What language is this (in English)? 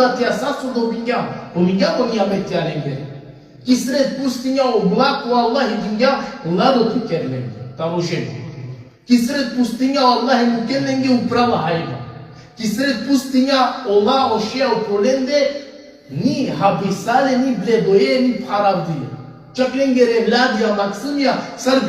Balkan Romani